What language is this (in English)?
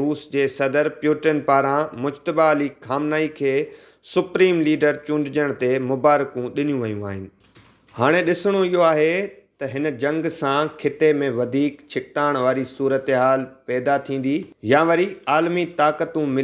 Sindhi